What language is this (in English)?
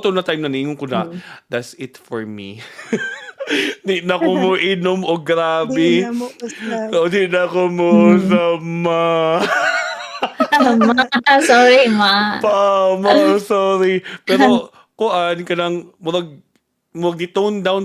Cebuano